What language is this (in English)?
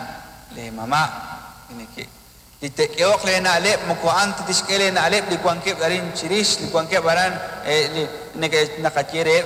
Kekchí